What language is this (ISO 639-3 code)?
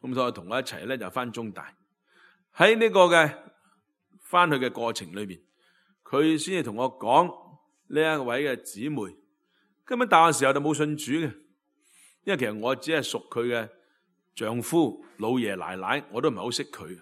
yue